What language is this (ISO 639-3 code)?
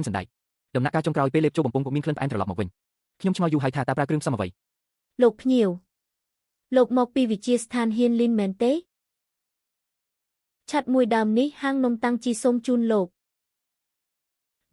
khm